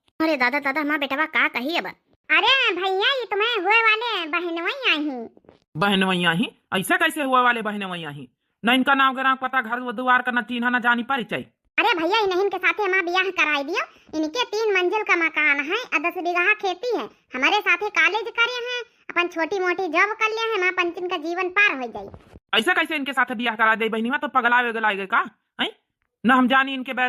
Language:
Awadhi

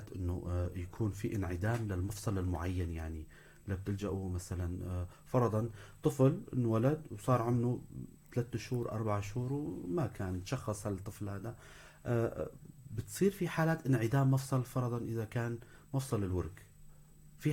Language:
North Levantine Arabic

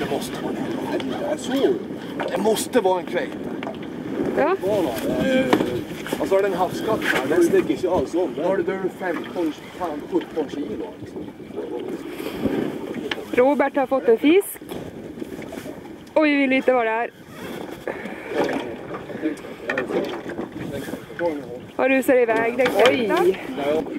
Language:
Swedish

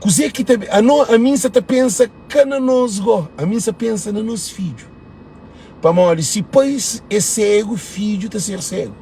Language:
Kabuverdianu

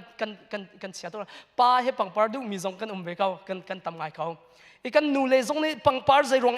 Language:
Hakha Chin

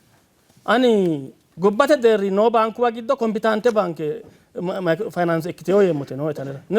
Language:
Sidamo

